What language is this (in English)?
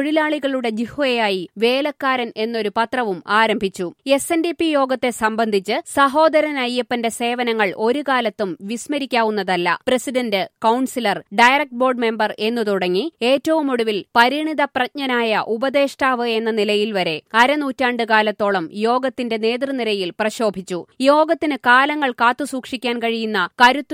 Malayalam